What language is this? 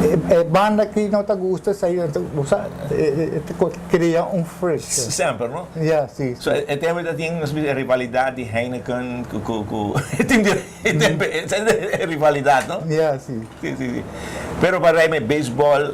Papiamento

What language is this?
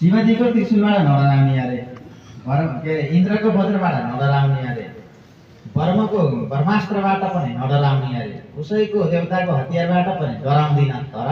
Nepali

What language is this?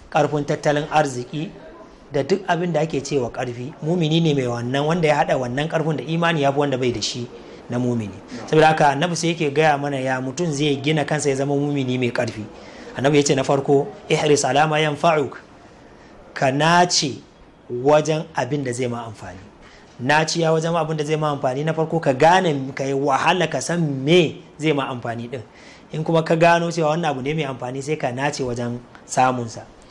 Hausa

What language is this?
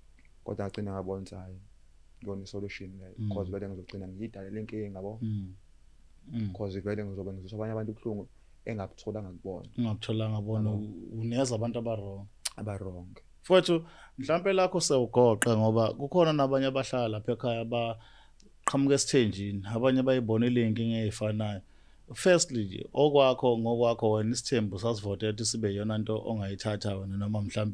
Zulu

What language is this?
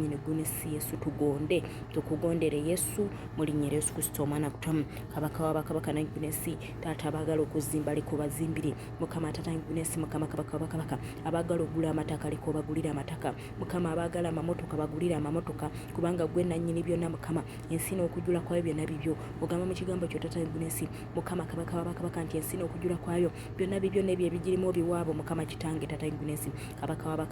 Ganda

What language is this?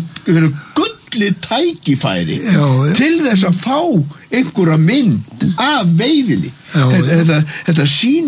Icelandic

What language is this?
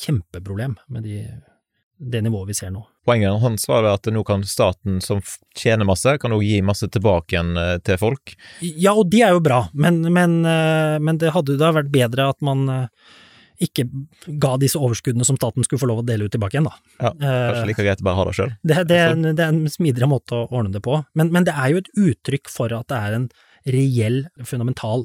Norwegian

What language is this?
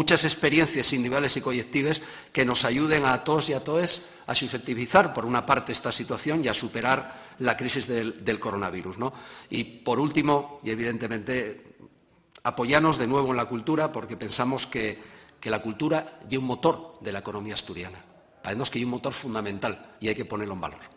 Asturian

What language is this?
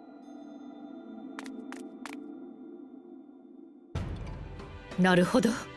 Japanese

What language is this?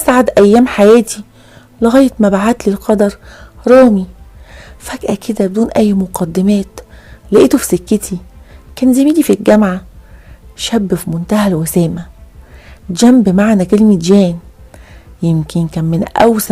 Egyptian Arabic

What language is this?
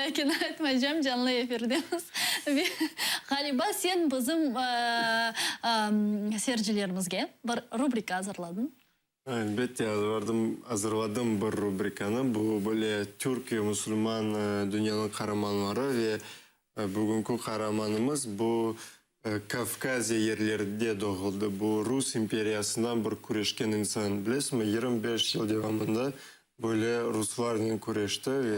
Crimean Tatar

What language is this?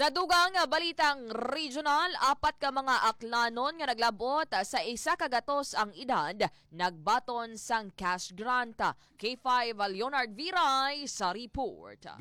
Hiligaynon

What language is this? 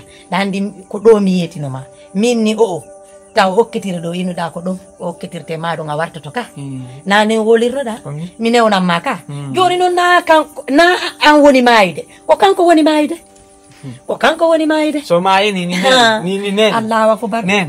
Fula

